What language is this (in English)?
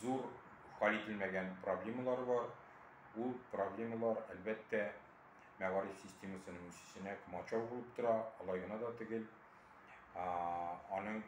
Tatar